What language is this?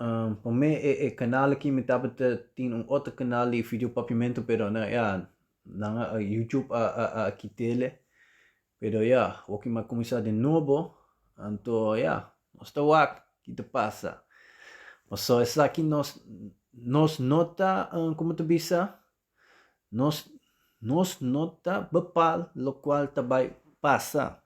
Papiamento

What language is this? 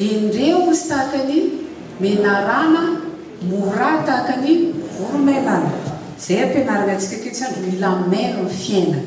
Malagasy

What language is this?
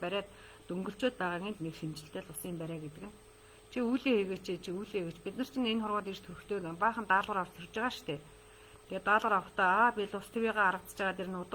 Mongolian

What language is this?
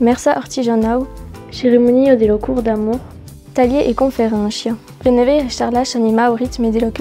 Occitan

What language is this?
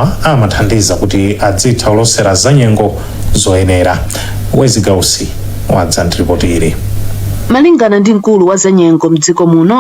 Nyanja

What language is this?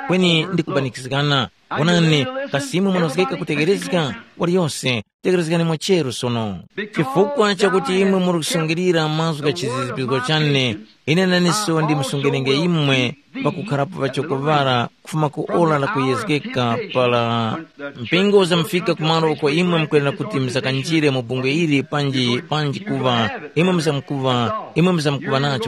Tumbuka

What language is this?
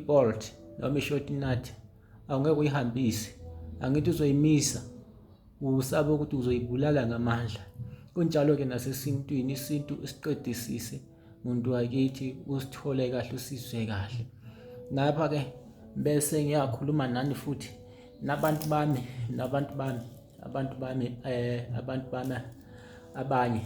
Zulu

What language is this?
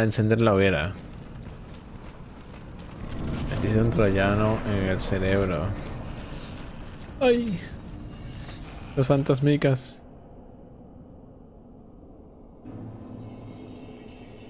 Spanish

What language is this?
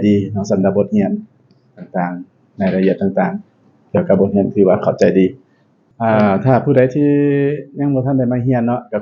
Lao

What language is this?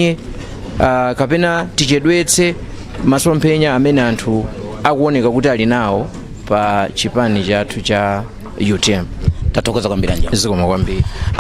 Nyanja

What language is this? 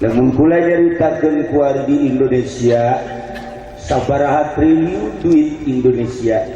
Sundanese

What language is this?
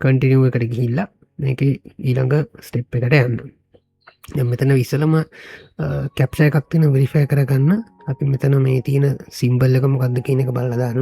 Sinhala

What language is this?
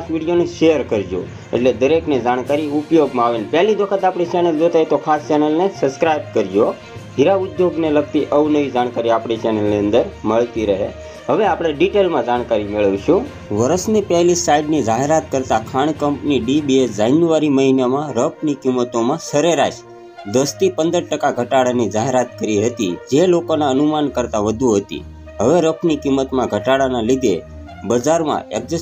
Gujarati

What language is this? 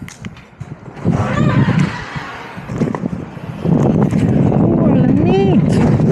Filipino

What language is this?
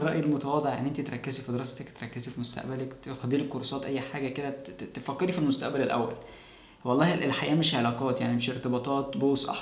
Egyptian Arabic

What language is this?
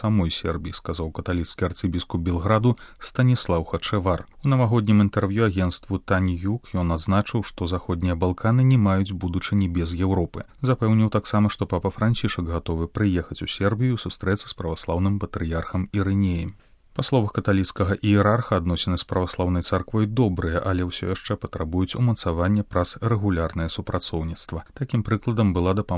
Belarusian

